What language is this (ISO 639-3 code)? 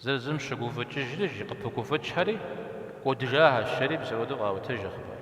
kbd